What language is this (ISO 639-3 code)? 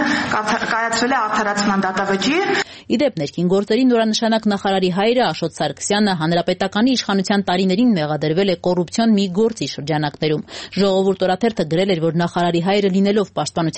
hye